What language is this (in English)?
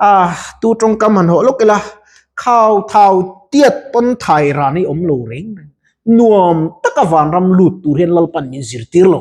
Mizo